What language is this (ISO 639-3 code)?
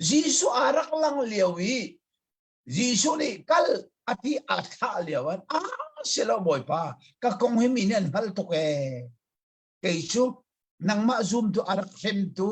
cnh